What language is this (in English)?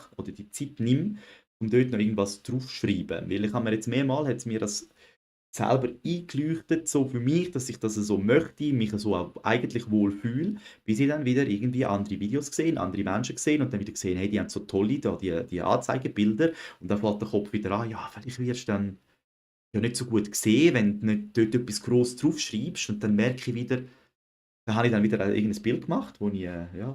Swiss German